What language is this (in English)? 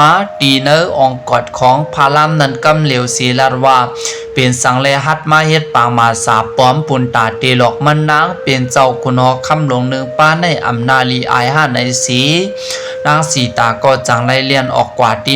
Shan